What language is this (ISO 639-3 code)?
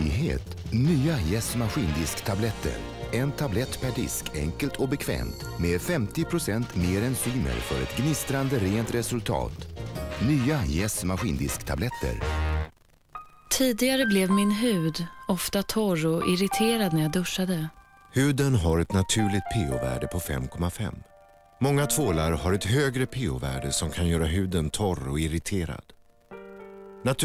swe